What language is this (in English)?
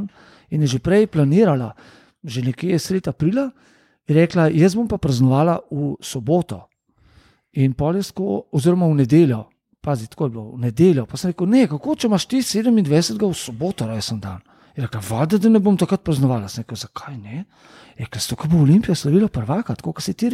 Slovenian